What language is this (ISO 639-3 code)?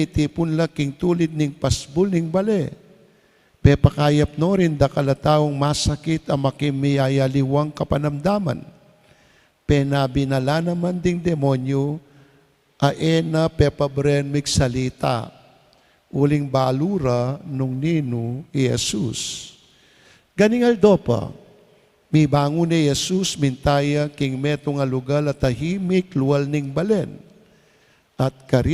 pam